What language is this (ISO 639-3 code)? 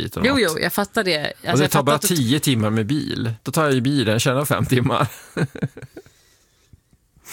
swe